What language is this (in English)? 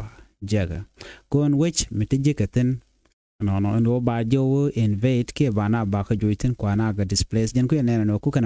Nuer